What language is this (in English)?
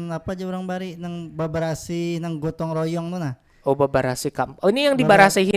Banjar